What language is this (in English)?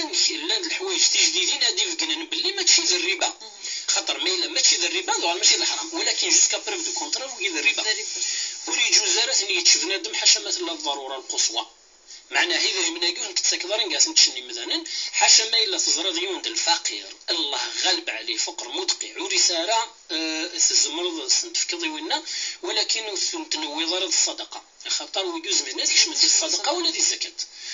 Kabyle